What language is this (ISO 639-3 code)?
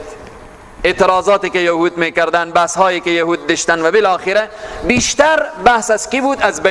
fas